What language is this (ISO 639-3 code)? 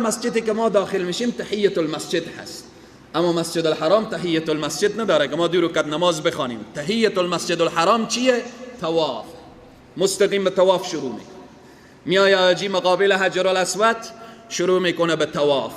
fas